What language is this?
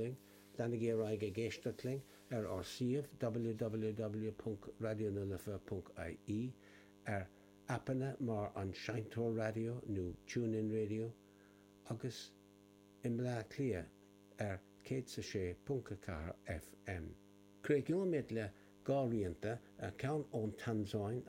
Irish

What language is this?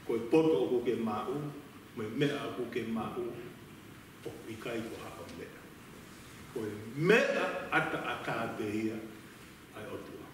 Tongan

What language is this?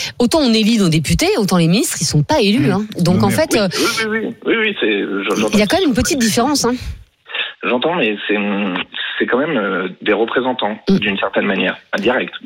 French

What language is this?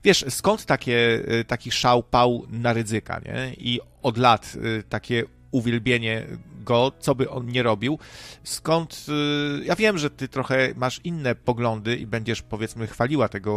Polish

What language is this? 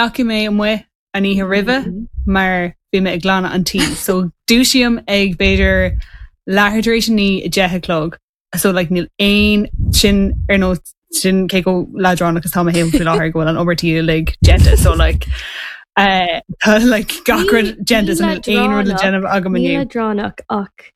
Irish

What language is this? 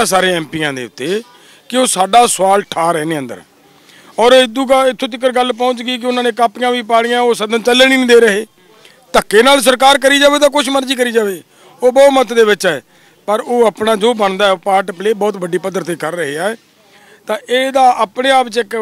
Punjabi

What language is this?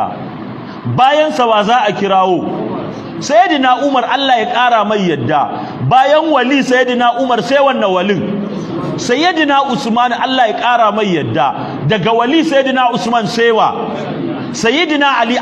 Hausa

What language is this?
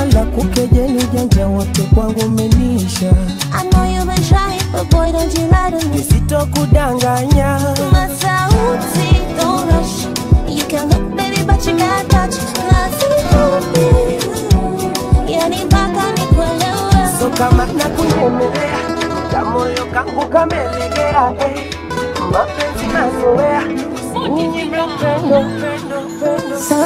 Swahili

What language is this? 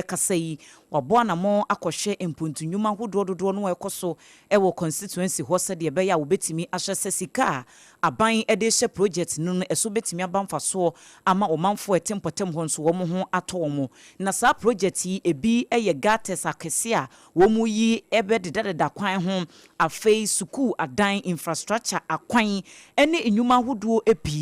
Akan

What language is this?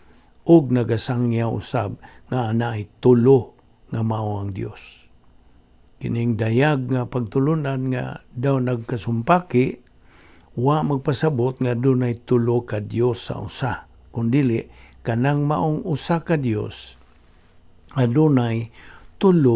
Cebuano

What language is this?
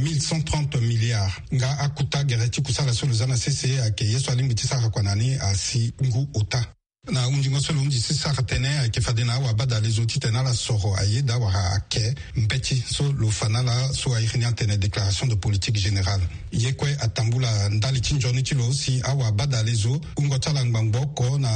Sango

